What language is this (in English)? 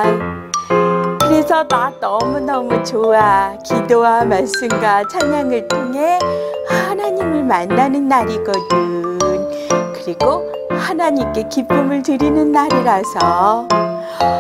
Korean